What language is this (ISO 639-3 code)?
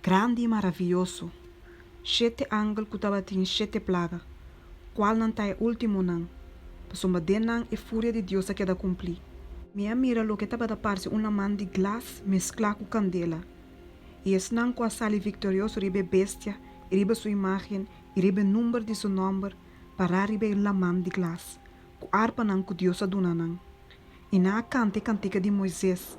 pap